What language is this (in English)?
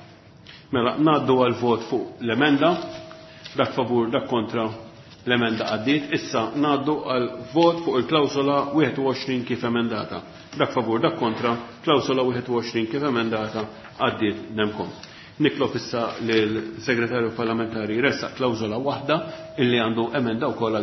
Maltese